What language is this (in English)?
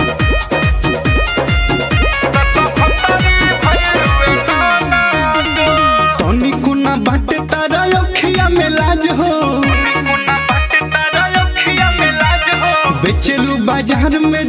Bhojpuri